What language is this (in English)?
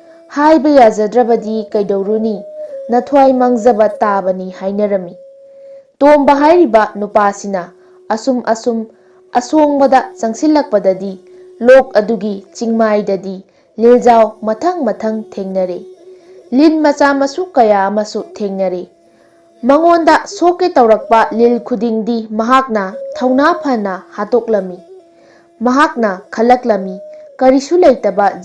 Manipuri